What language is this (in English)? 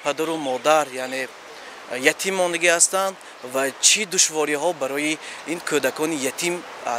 Tajik